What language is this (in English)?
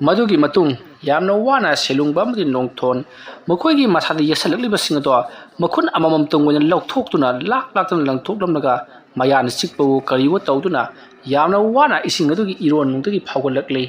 Manipuri